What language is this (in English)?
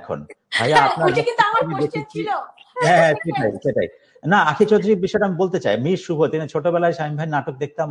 Bangla